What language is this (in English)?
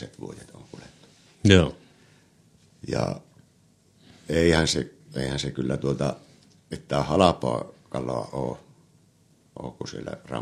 Finnish